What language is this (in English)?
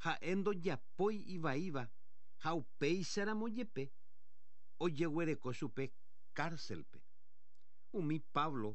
Guarani